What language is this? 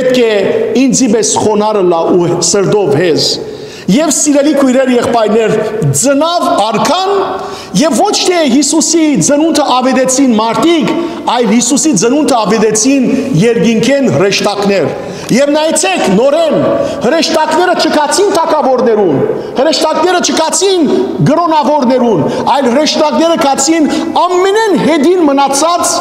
Western Armenian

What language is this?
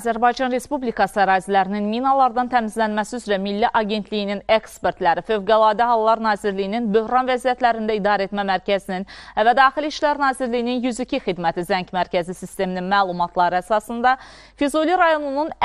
Azerbaijani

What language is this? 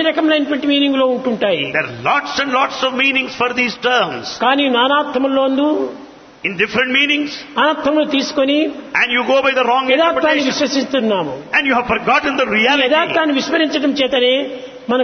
Telugu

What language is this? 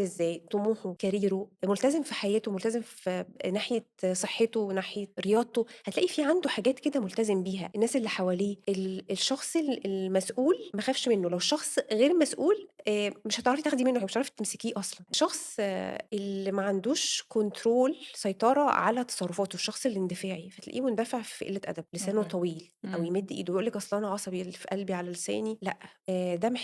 Egyptian Arabic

